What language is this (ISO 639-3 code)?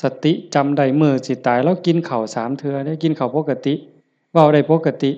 lao